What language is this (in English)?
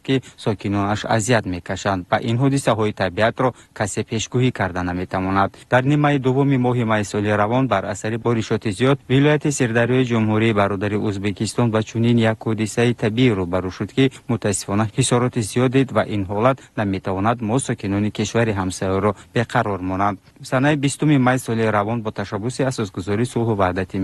Tajik